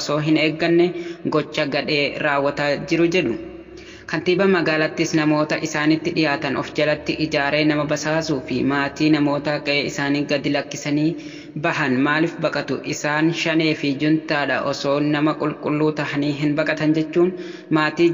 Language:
Oromo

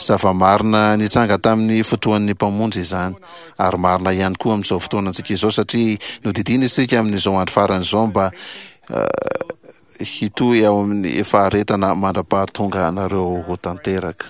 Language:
Malagasy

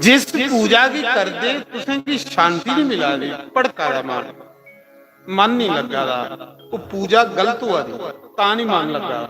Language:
Dogri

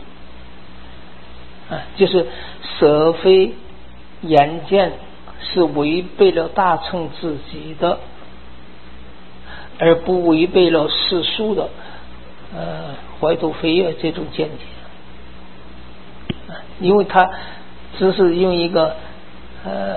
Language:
Chinese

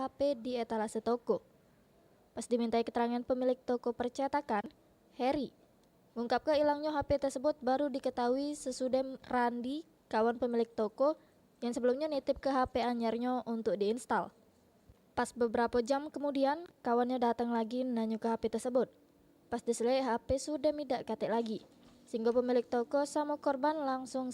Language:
Musi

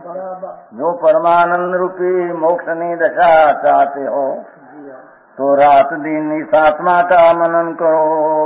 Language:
Gujarati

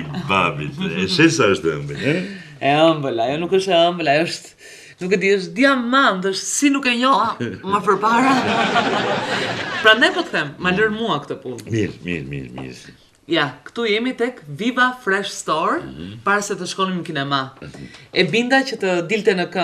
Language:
Albanian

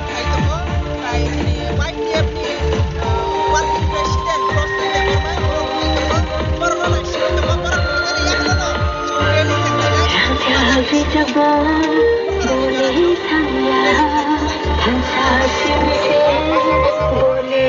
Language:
Kok Borok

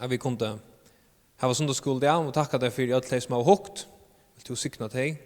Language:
Faroese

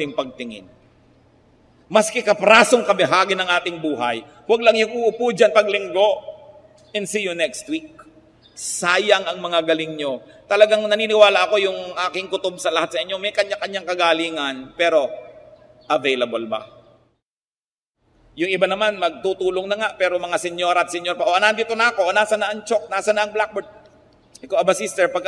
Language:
Filipino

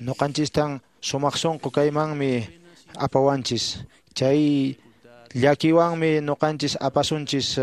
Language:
Quechua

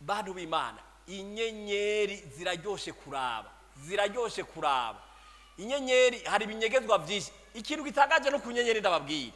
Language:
Rundi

